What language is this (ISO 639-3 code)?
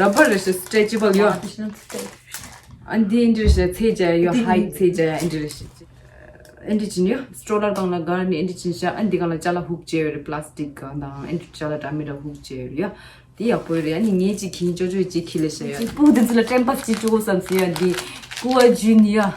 bod